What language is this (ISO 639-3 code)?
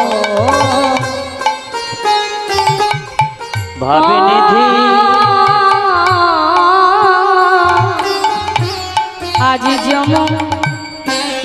ben